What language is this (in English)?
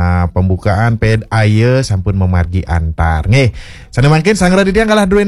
Balinese